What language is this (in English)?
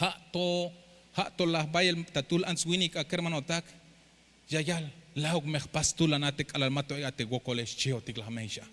Tzeltal